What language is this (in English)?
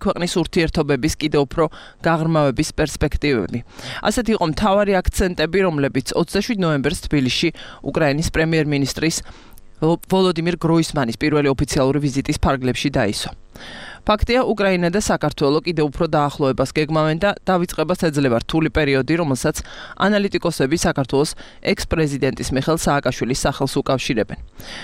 Georgian